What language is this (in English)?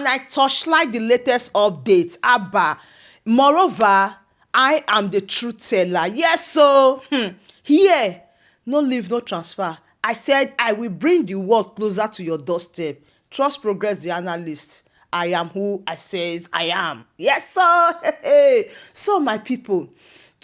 Nigerian Pidgin